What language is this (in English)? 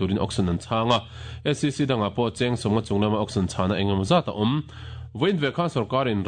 Mizo